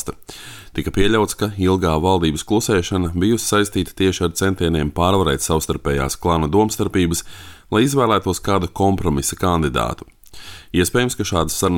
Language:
Latvian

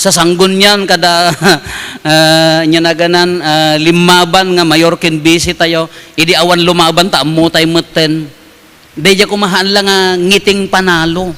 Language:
Iloko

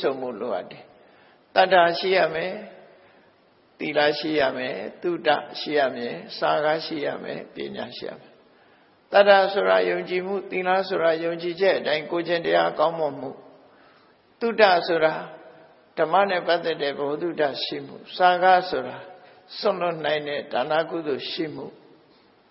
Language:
Burmese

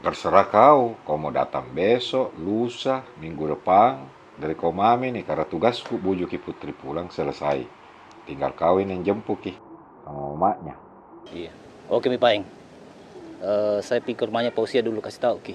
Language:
Makassar Malay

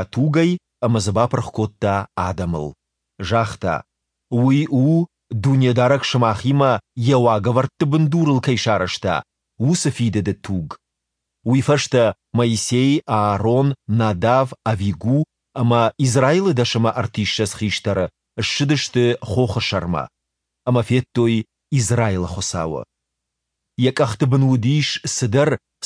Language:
Ossetic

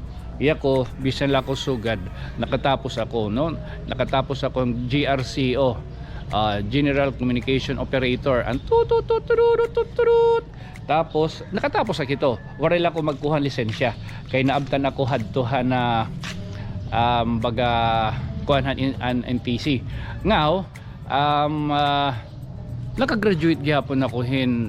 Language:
Waray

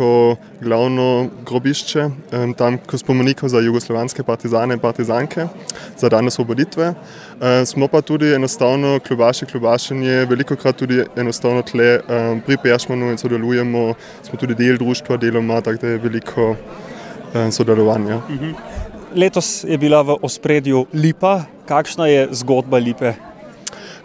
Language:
Slovenian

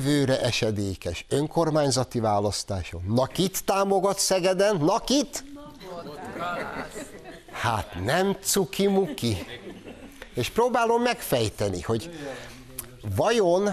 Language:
Hungarian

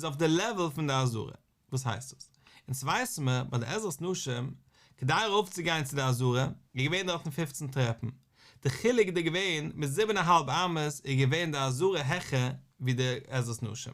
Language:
Yiddish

